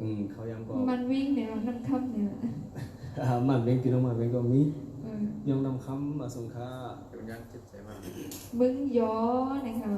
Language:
Shan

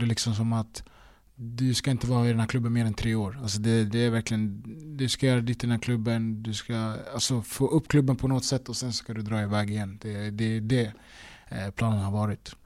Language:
Swedish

